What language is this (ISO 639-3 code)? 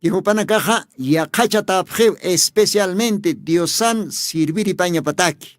aym